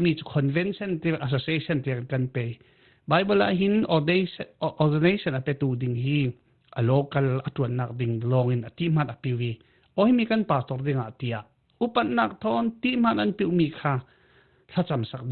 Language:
Falam Chin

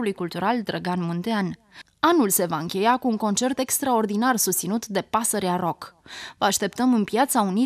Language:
Romanian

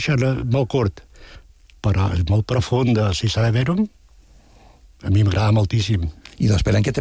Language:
Catalan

